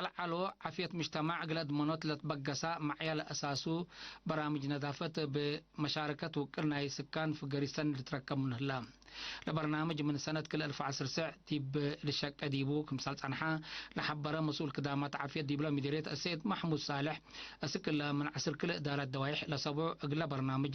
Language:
Tigre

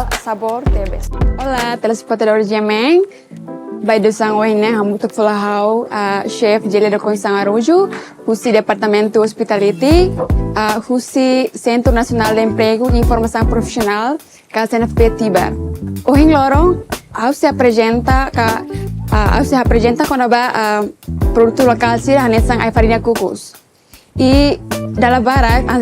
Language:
Tetum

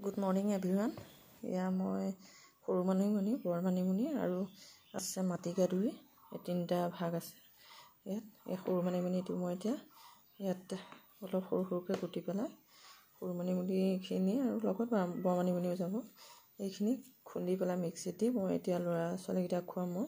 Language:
Assamese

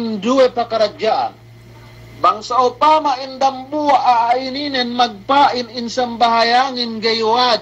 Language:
Yakan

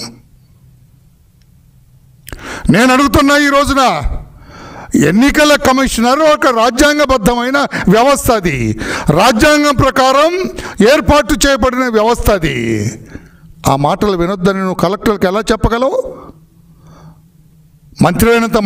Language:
Telugu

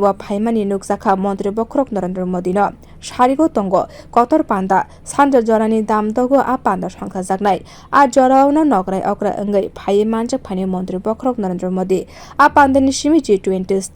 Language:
Kok Borok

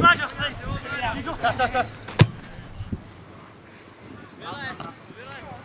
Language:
Czech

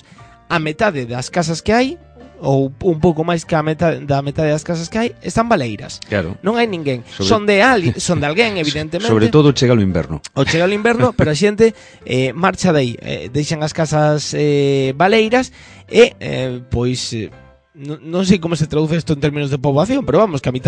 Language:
Galician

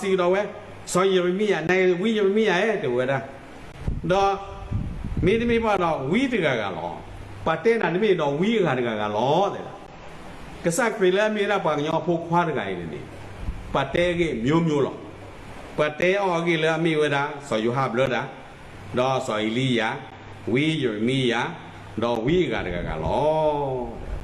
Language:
S'gaw Karen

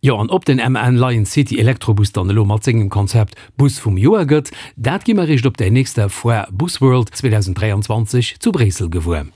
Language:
Luxembourgish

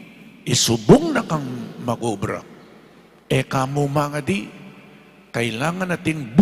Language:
Pampanga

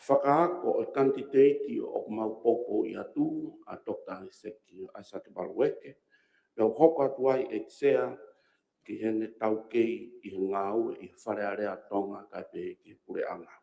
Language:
Tongan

